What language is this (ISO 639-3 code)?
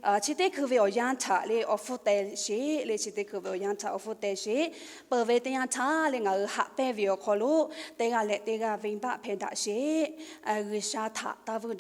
lhu